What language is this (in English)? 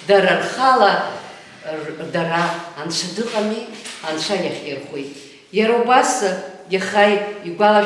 Abkhazian